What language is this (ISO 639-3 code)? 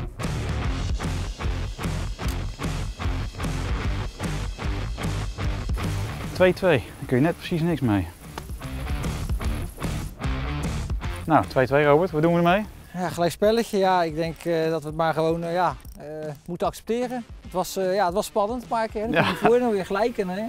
nld